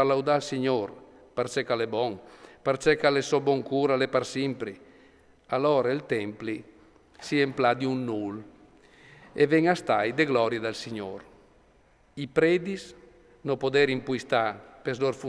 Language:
Friulian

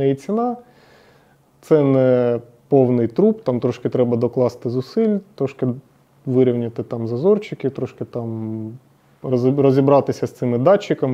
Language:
Ukrainian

